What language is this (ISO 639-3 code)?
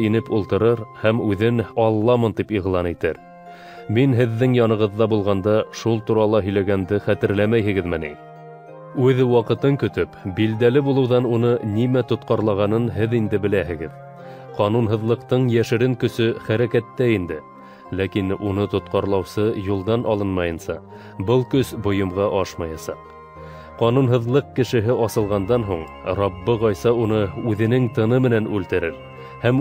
bak